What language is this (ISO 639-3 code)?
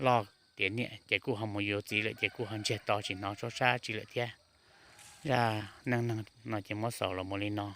hmn